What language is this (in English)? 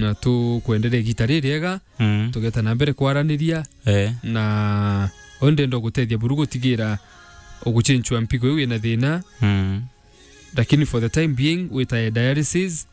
Meru